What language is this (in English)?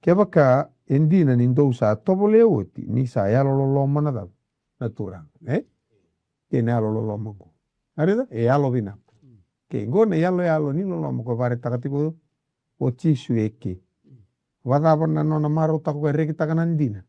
Fijian